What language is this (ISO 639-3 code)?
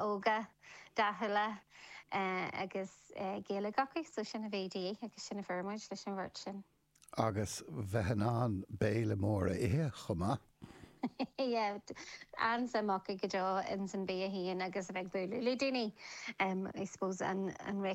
gle